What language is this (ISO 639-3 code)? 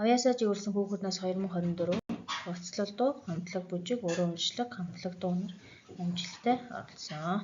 mon